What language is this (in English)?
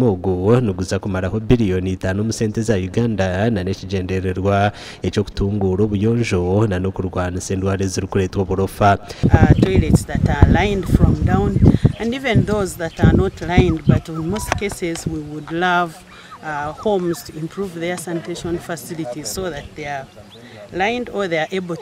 Nyankole